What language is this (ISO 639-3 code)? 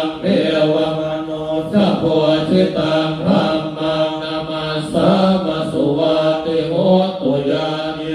pli